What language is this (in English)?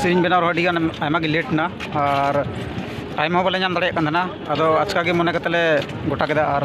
Santali